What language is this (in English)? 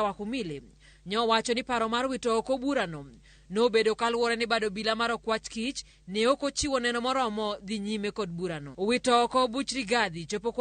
Luo (Kenya and Tanzania)